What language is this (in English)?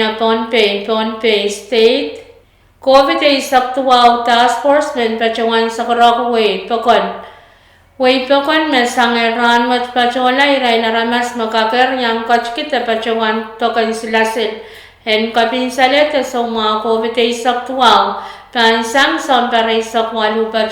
Pohnpeian